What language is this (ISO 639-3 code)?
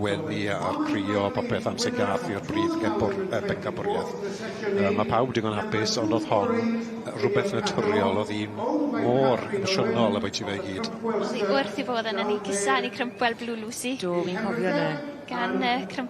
cym